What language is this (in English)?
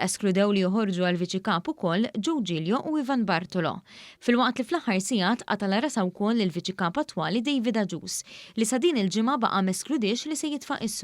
Maltese